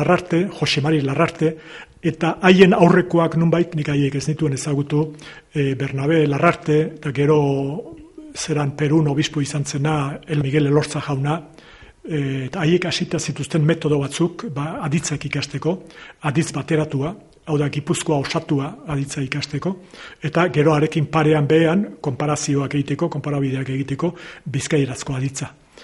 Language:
Basque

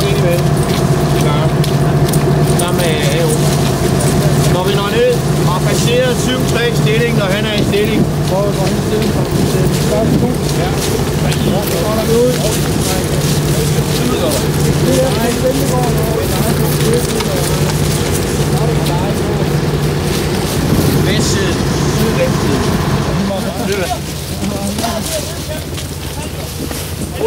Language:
Danish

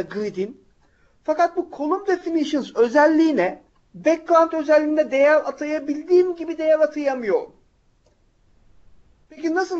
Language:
Turkish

